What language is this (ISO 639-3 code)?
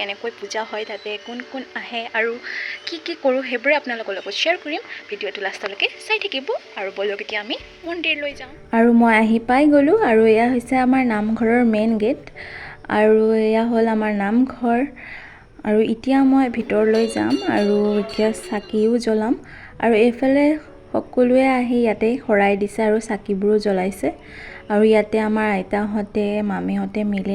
asm